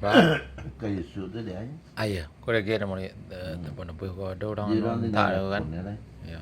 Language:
Minangkabau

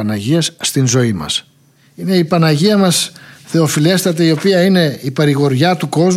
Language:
Greek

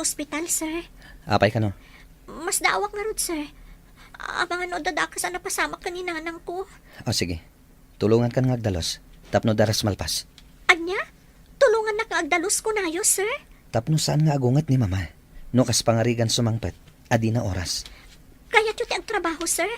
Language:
Iloko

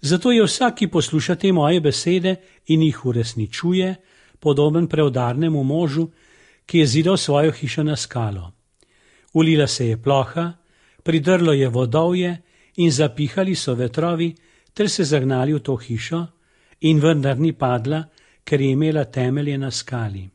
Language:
Slovenian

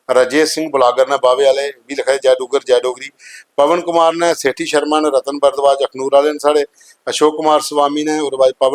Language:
Dogri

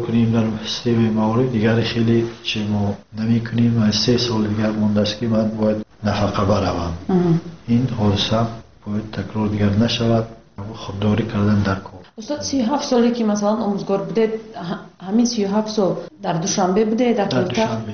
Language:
Tajik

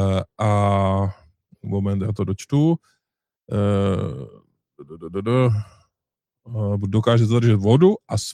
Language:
Czech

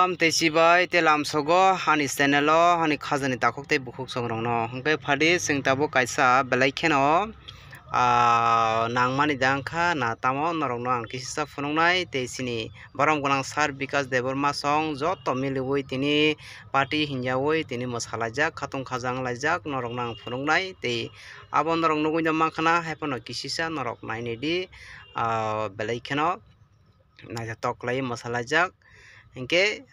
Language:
Kok Borok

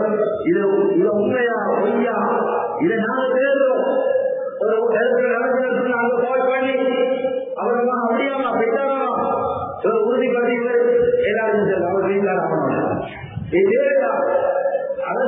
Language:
Tamil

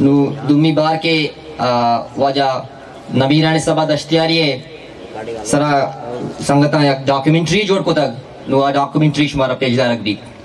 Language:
Baluchi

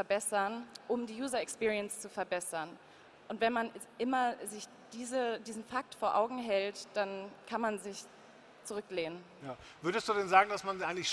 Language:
German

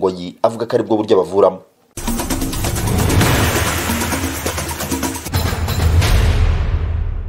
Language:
Kinyarwanda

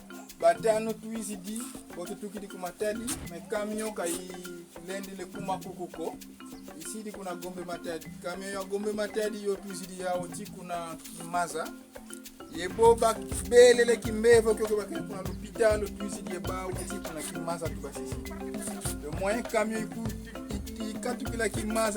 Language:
Kongo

